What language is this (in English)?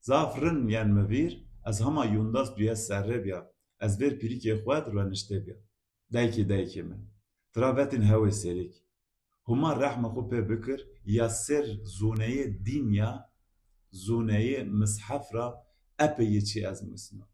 Zaza